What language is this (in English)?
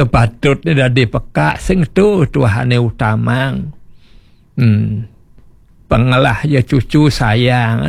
Balinese